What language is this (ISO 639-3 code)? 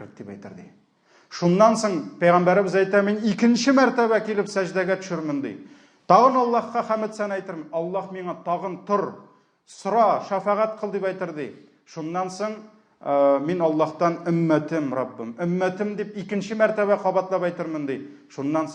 tat